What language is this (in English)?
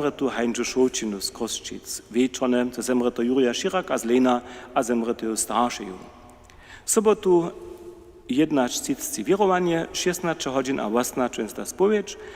Upper Sorbian